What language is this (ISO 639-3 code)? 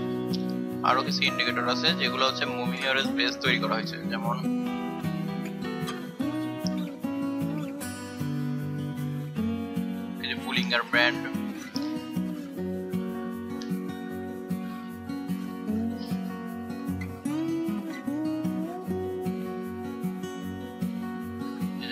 ben